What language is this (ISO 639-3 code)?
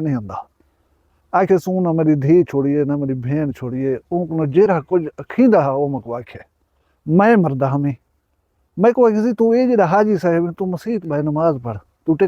skr